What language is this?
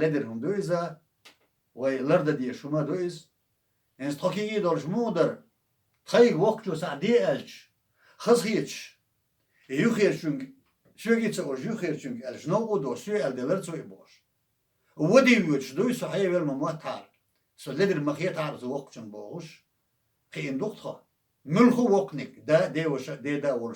Chechen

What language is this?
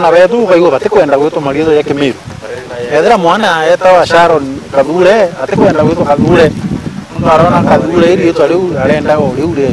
Meru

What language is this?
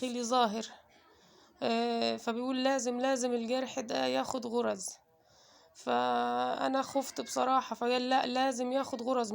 Egyptian Arabic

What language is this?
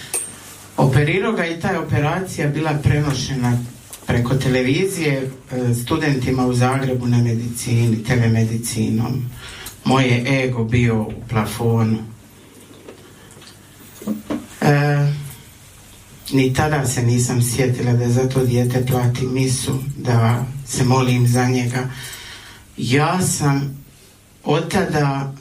Croatian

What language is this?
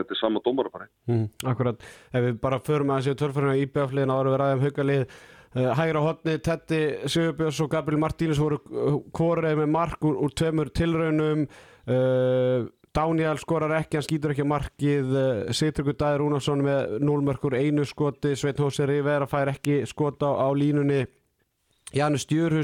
Icelandic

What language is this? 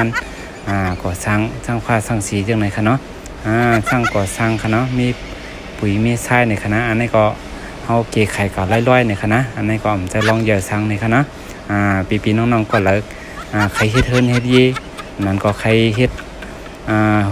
Shan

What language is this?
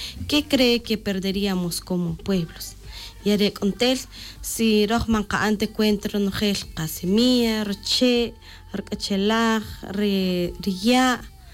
Tz'utujil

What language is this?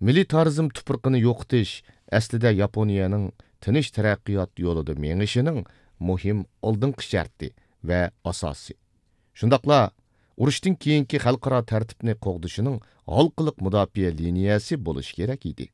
Uyghur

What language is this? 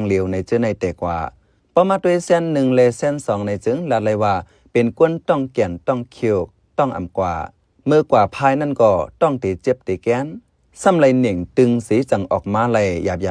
Shan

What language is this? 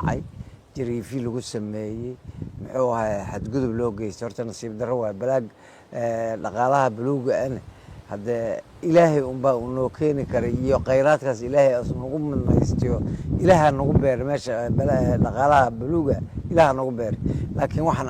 Somali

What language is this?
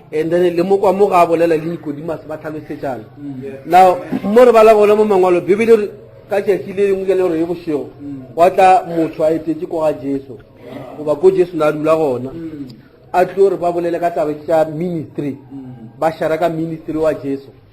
Northern Sotho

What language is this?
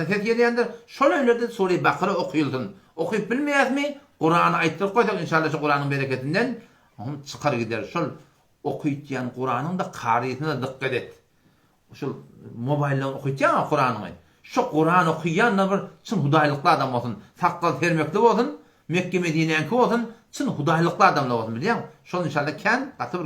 Turkmen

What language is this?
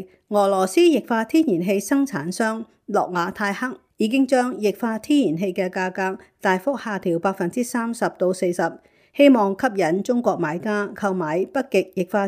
Cantonese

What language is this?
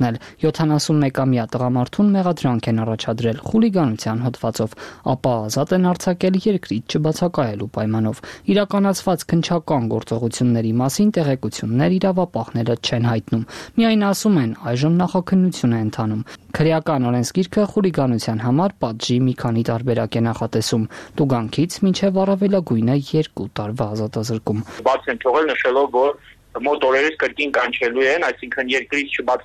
Armenian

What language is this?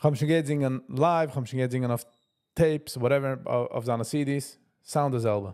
Yiddish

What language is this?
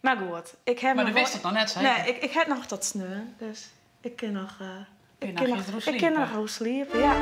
Western Frisian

